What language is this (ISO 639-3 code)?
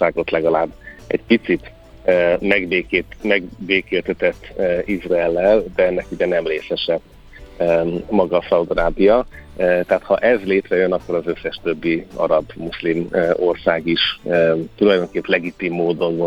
hun